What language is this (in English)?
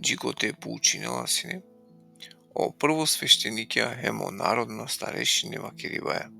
Balkan Romani